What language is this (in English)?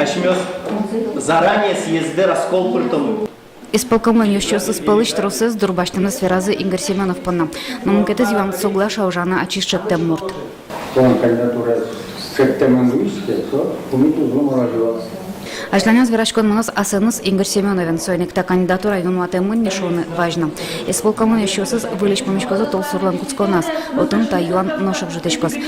Udmurt